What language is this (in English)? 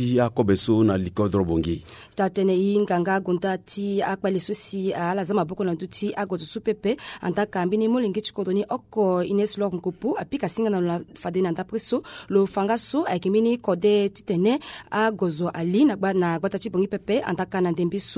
Sango